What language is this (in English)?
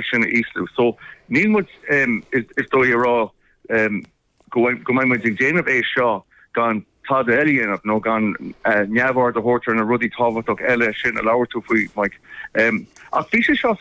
Irish